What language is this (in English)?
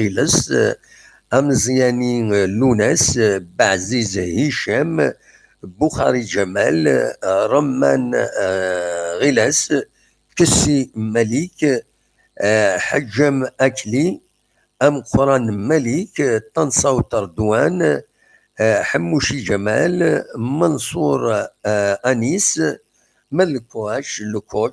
Kabyle